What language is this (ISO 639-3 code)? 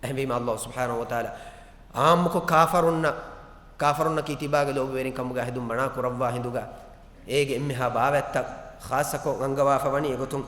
div